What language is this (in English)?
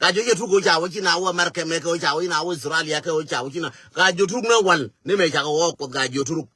Nuer